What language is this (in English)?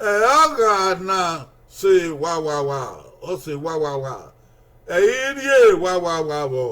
Bini